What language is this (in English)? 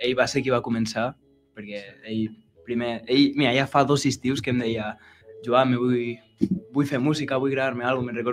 Catalan